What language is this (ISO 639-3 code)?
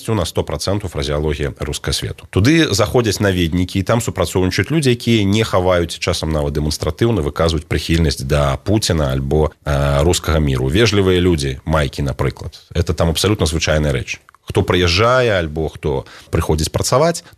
bel